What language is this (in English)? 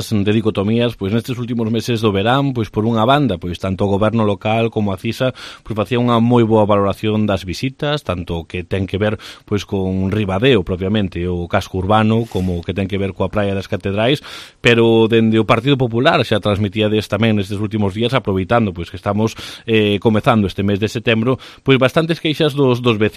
Galician